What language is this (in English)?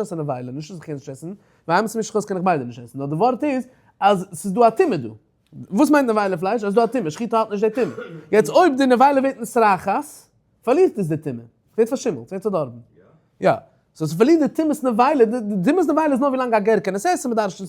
Yiddish